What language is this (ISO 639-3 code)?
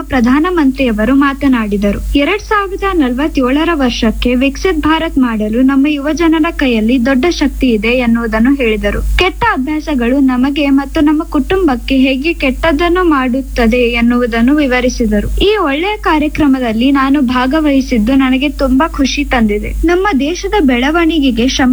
kan